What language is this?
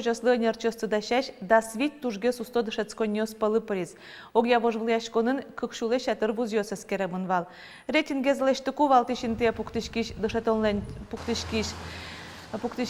Udmurt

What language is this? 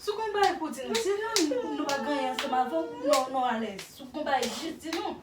Haitian Creole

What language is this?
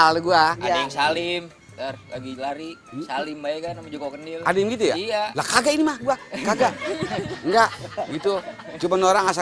Betawi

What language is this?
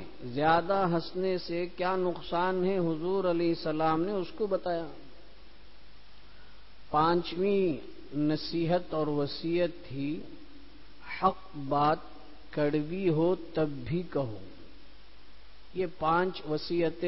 Urdu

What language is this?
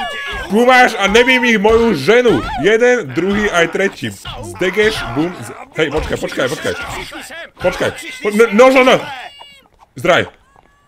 Slovak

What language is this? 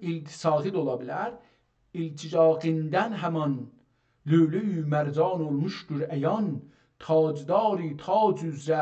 South Azerbaijani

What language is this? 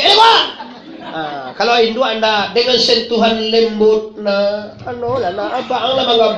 Minangkabau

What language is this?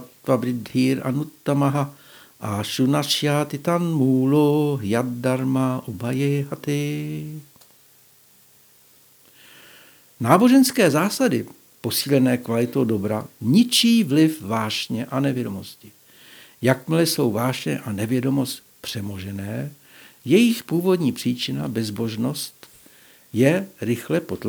Czech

